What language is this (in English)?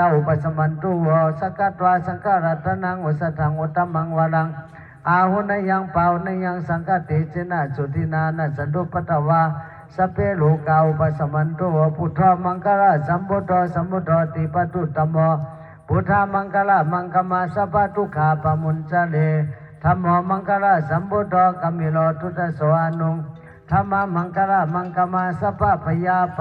Pali